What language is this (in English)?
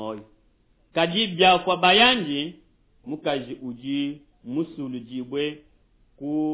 Luba-Lulua